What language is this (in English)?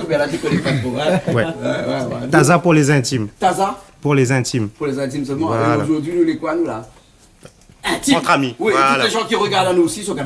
Réunion Creole French